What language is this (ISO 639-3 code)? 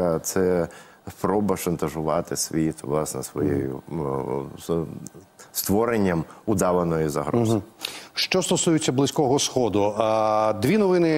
ukr